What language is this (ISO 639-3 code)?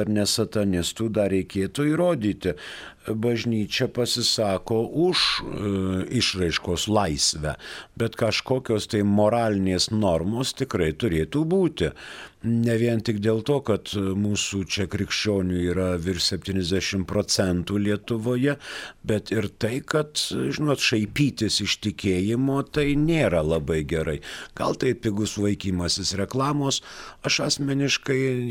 lit